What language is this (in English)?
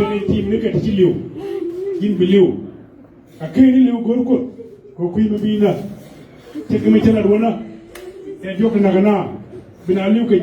Nuer